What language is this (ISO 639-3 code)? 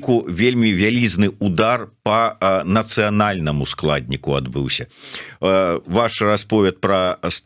bel